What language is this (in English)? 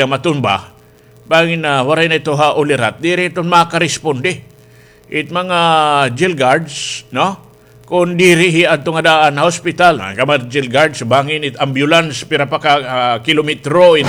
Waray